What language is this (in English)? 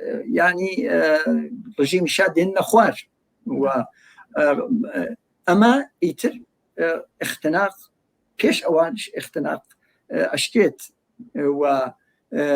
Central Kurdish